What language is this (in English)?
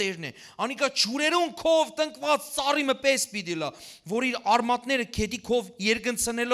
Western Armenian